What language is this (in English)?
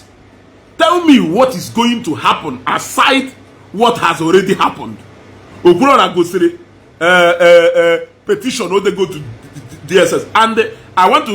Igbo